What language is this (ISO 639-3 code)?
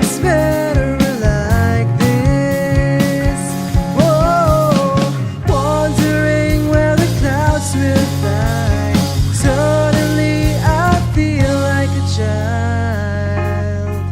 war